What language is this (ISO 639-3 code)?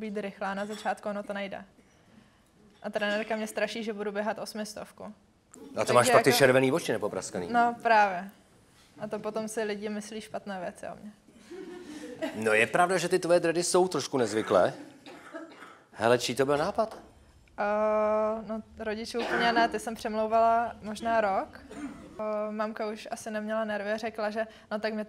ces